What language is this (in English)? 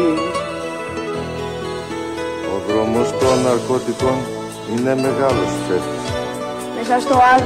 Greek